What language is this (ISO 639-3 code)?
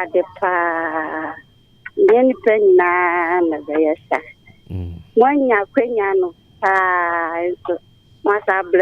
aka